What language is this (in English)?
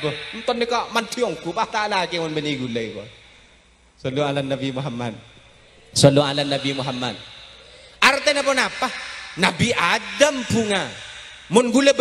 Madurese